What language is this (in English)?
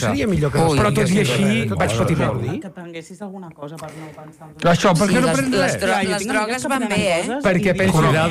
Catalan